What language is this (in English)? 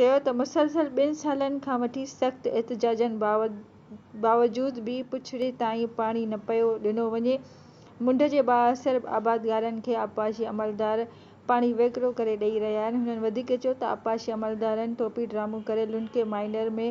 Sindhi